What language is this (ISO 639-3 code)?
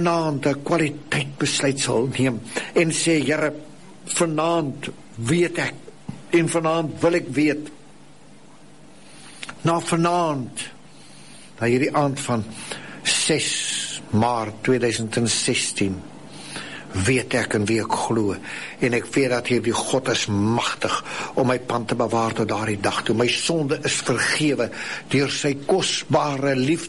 afr